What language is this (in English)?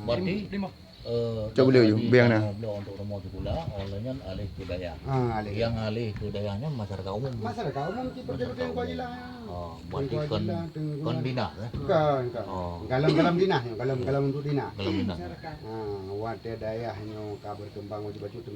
Achinese